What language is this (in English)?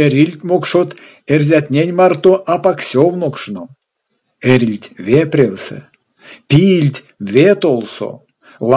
Erzya